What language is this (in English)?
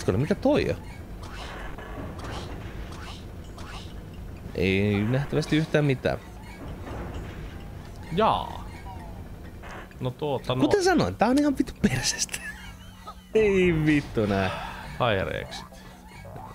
Finnish